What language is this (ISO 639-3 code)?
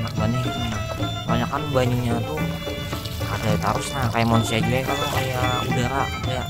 bjn